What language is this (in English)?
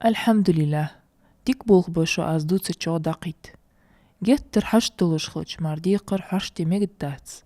Ingush